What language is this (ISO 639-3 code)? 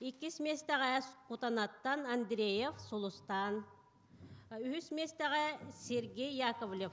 sah